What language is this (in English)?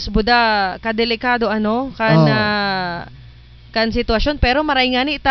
Southern Catanduanes Bikol